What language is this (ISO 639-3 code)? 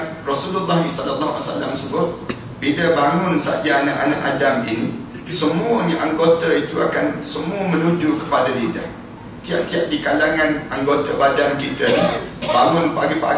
msa